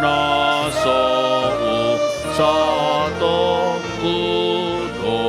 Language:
Batak Toba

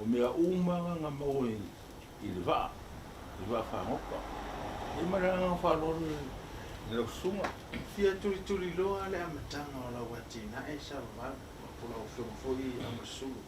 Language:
Samoan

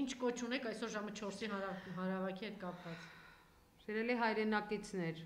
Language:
Armenian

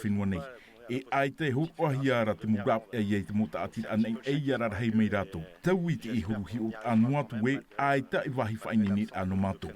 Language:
Tahitian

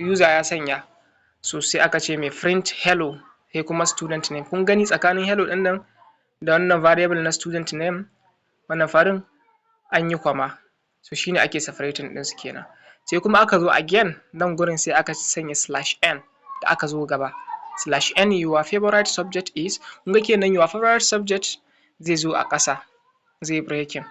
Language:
Hausa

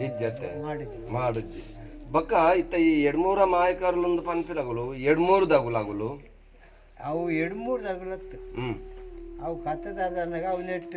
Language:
Tulu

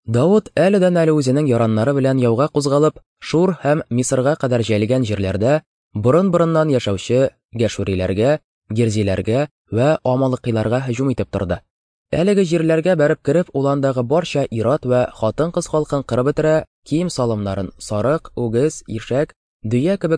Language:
Tatar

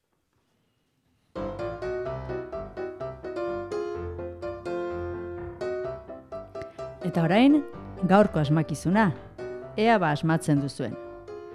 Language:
Basque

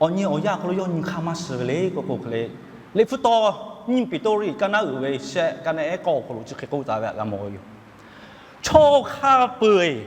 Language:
Lahu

